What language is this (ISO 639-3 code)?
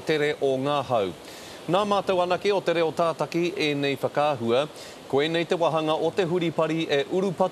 mri